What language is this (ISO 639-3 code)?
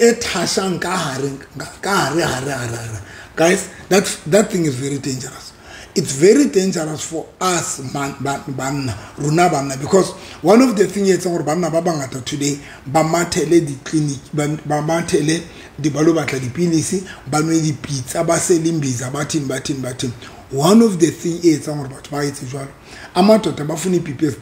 sot